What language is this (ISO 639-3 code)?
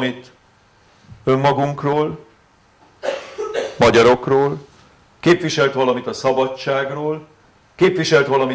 hun